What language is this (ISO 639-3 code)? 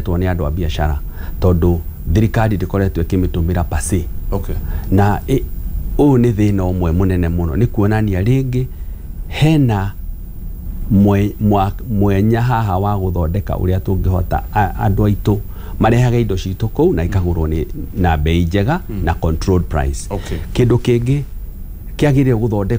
kik